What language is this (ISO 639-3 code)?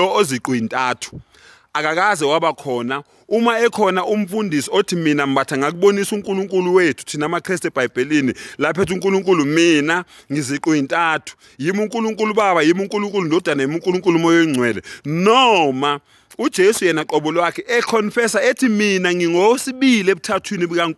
zul